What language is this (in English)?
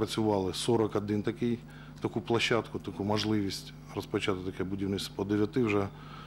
Ukrainian